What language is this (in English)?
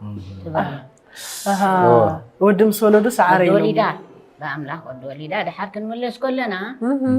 Tigrinya